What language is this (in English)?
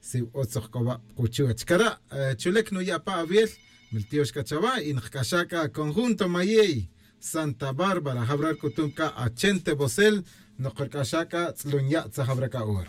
Tz'utujil